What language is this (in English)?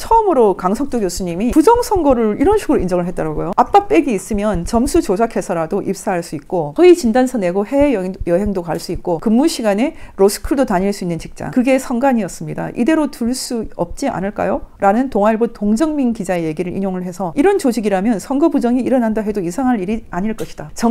Korean